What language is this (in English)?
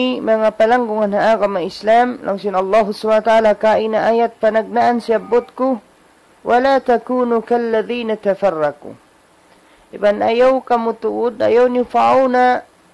Tausug